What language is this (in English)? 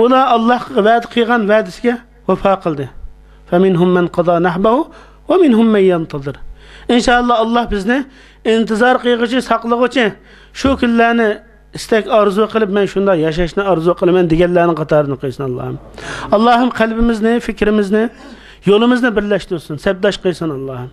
Uyghur